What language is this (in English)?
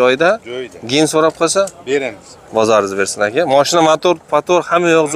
Uzbek